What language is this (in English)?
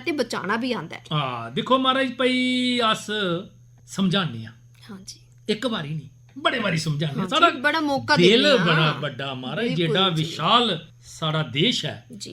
Dogri